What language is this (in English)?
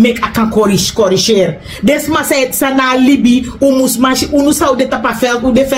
Sranan Tongo